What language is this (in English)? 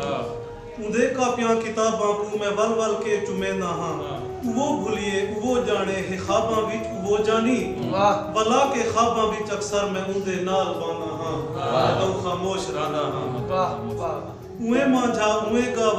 Saraiki